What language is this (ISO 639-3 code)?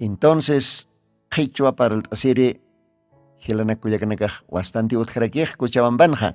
aym